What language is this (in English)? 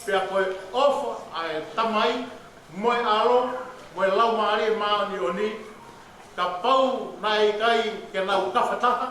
Tongan